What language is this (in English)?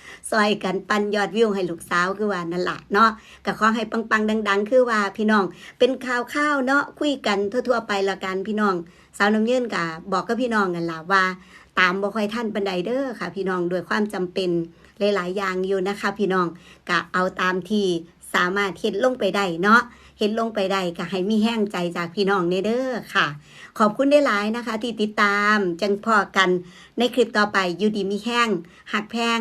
Northeastern Thai